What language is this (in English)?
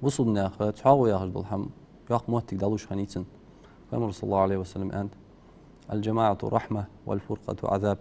Ingush